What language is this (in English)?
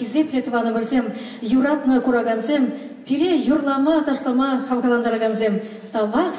Chuvash